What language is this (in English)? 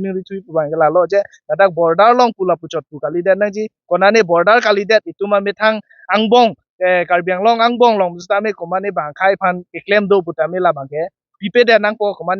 Karbi